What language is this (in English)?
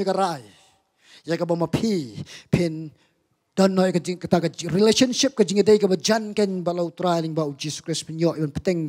Khasi